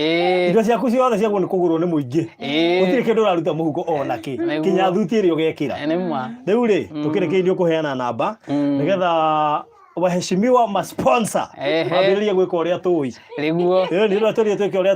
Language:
Kikuyu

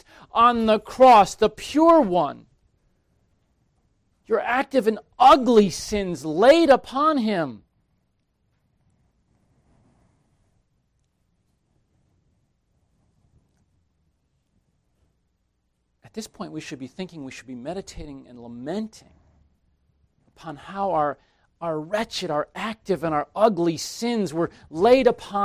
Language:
English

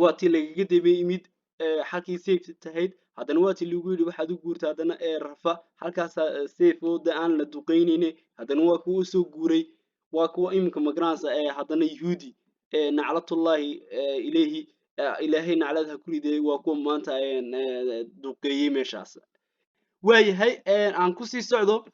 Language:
Somali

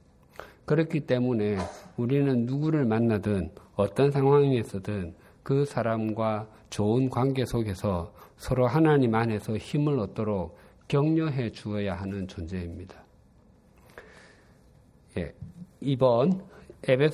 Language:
Korean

